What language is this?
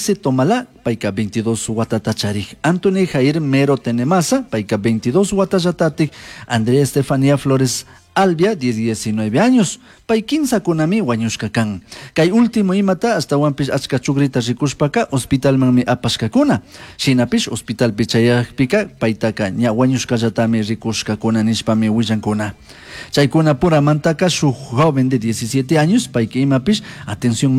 Chimborazo Highland Quichua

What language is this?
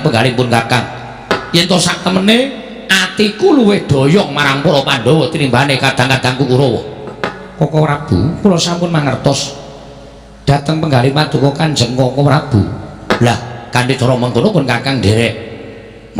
Javanese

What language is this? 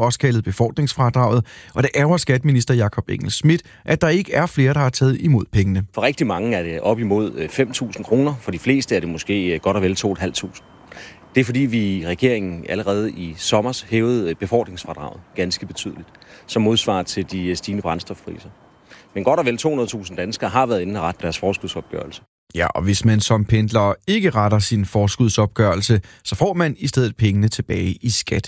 Danish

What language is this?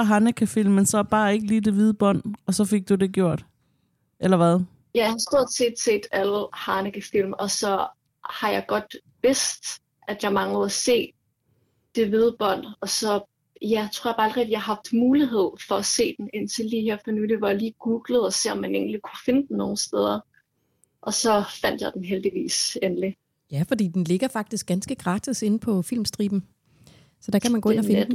Danish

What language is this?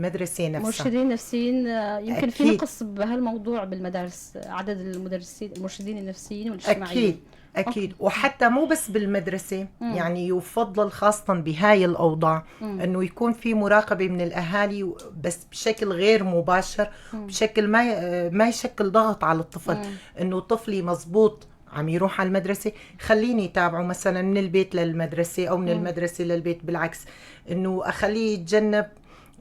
North Levantine Arabic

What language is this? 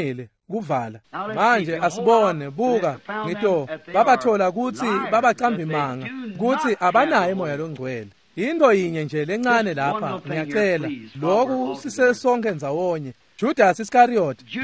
Swati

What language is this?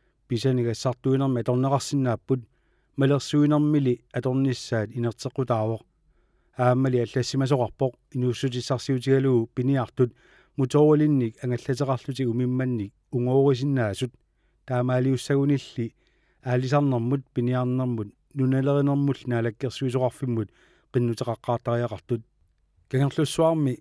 Kalaallisut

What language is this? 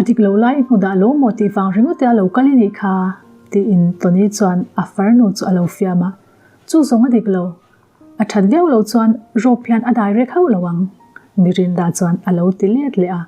Mizo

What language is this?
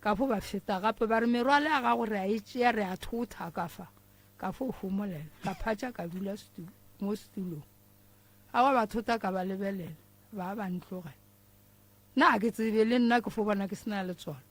Northern Sotho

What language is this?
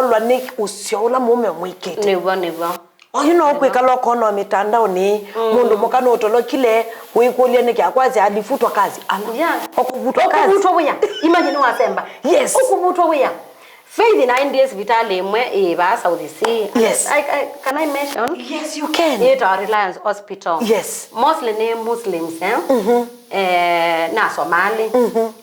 Kamba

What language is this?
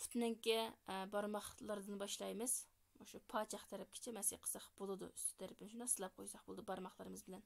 Uyghur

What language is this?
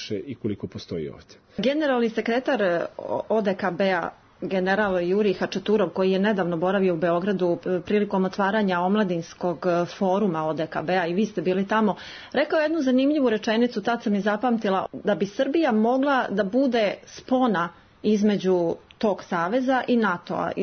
Serbian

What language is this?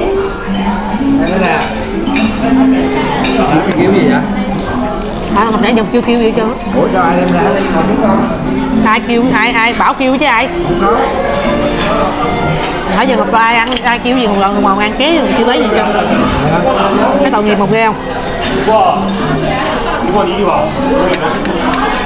Vietnamese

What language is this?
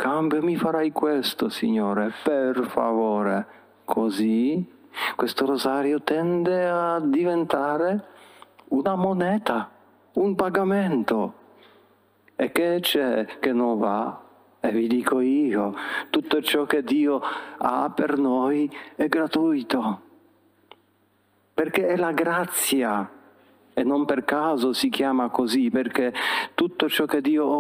Italian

